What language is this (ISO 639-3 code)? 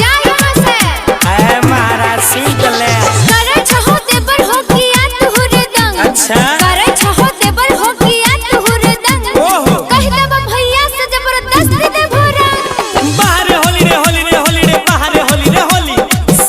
mai